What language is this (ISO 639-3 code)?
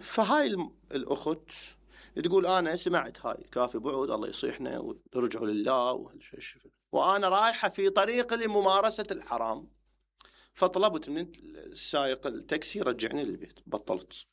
acm